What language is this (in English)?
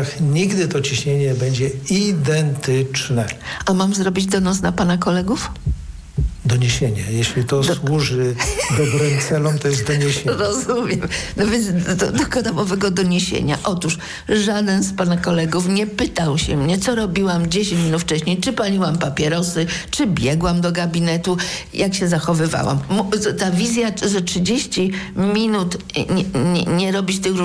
Polish